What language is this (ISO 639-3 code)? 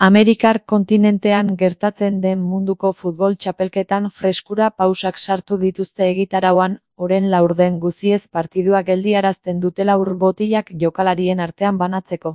eus